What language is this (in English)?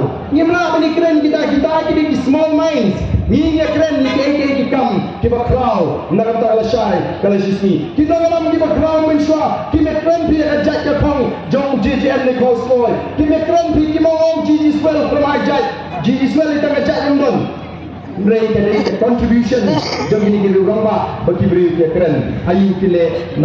Khasi